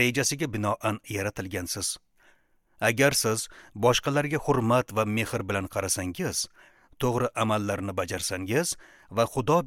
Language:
Uzbek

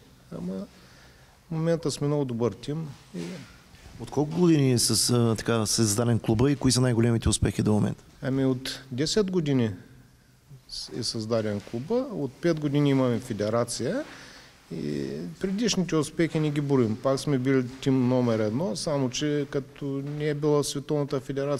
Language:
Bulgarian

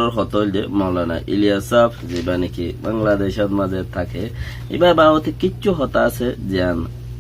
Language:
Rohingya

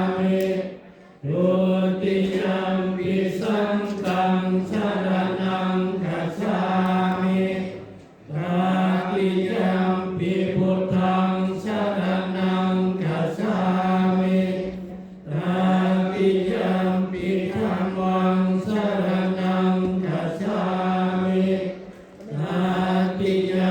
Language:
Pali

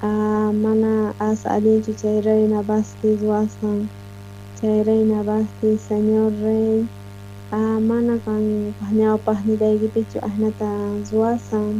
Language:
South Bolivian Quechua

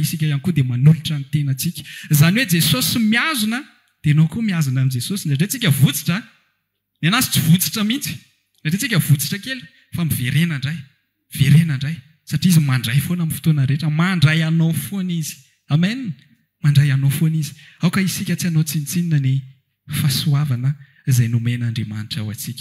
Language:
Malagasy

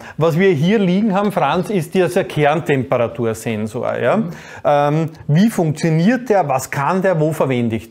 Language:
German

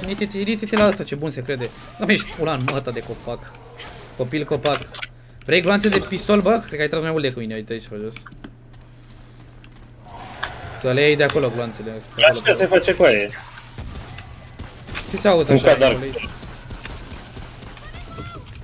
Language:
Romanian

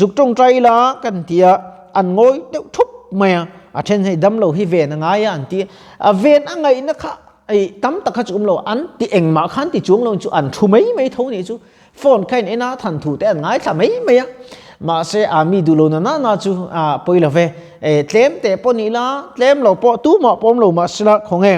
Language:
Mizo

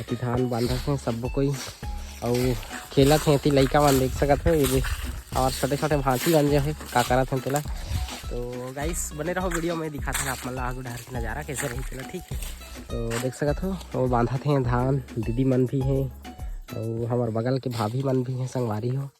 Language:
Chhattisgarhi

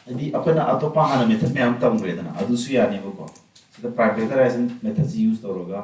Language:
Manipuri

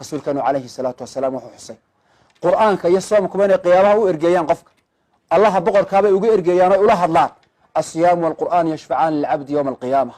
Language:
Somali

